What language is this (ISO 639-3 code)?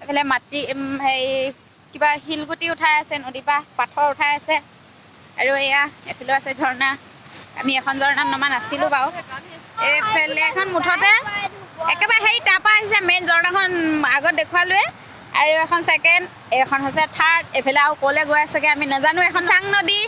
asm